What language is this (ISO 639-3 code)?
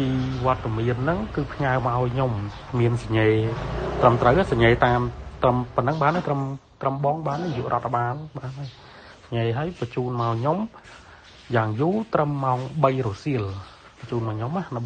khm